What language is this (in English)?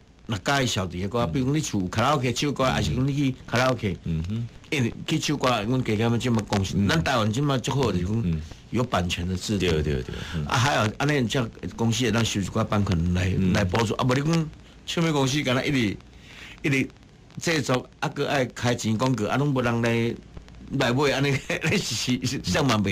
Min Nan Chinese